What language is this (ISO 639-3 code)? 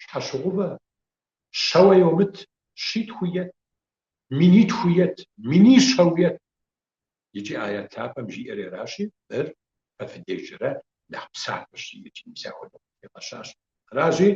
kbd